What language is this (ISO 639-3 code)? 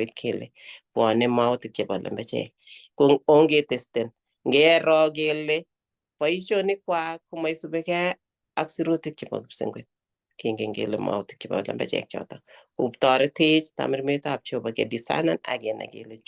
kln